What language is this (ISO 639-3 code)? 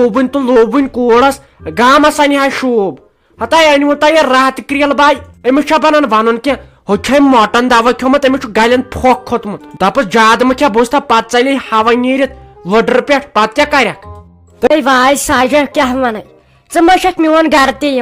kas